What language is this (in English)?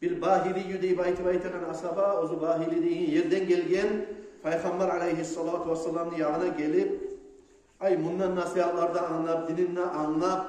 Kumyk